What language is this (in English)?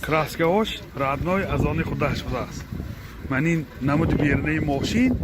Tajik